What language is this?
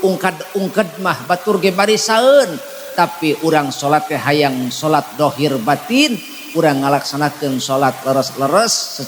Sundanese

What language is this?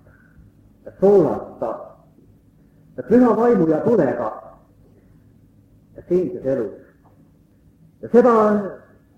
Estonian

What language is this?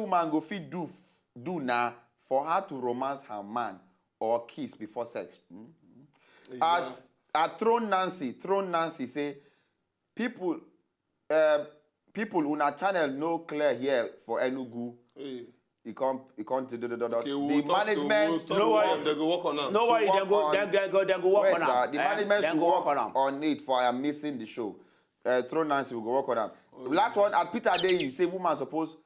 Nigerian Pidgin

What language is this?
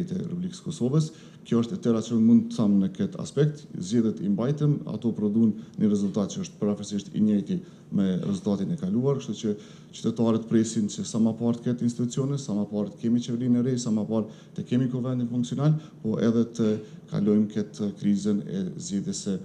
Albanian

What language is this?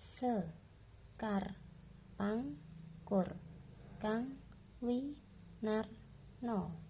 Javanese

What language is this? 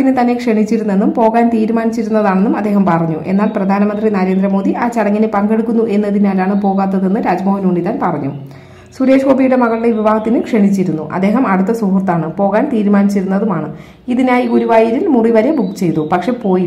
Malayalam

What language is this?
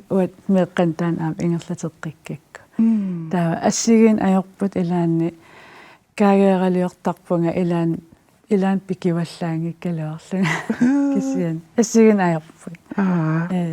Kalaallisut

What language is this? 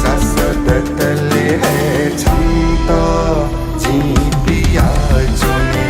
Newari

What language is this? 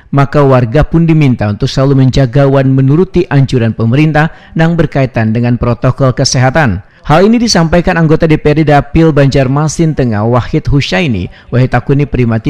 Banjar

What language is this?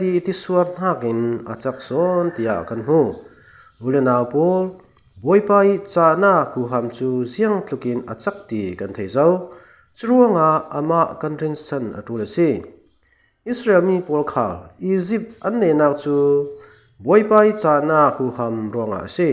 Falam Chin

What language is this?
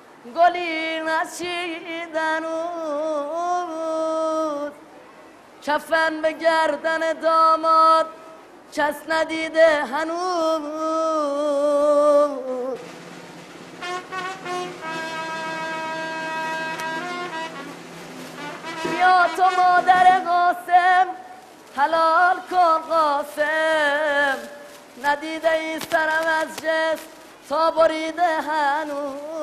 Persian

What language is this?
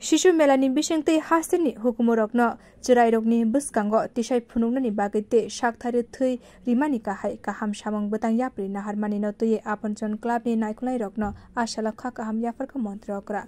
Kok Borok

